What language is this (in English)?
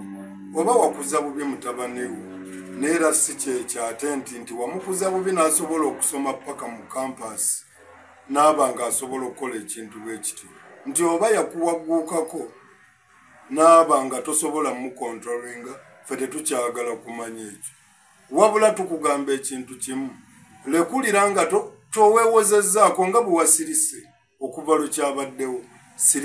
Ganda